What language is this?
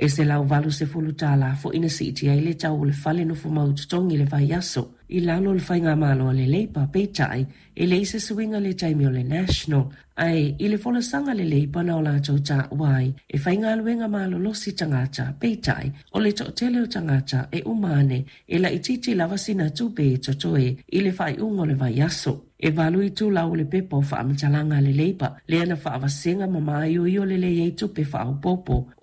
Samoan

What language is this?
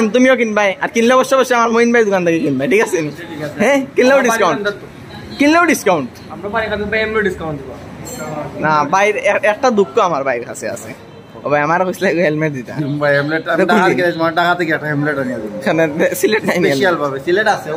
Sylheti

